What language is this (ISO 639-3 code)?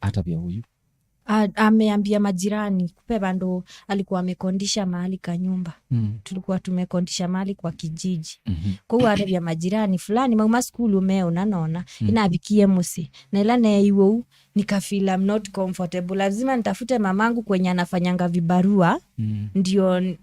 kam